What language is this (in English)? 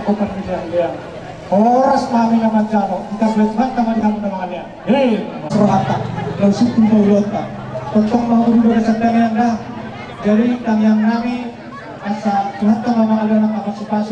Batak Toba